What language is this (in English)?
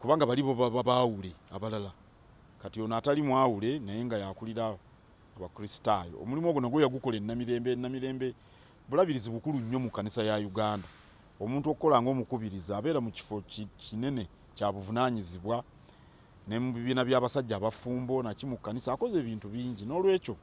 Ganda